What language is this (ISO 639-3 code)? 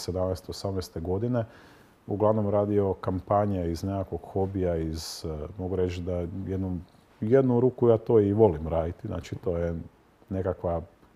hrv